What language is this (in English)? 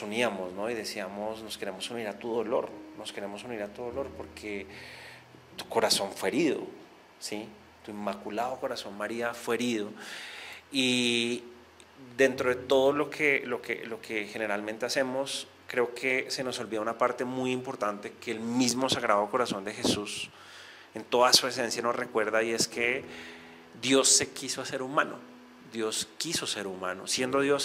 Spanish